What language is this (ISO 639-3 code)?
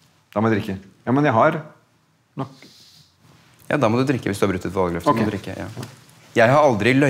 nor